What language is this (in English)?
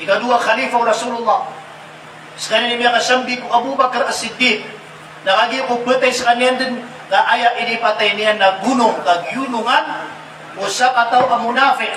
Maranao